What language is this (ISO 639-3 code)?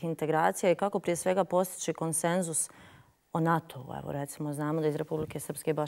bos